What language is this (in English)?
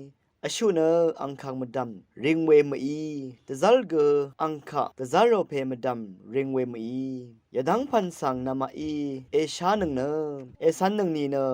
Rawang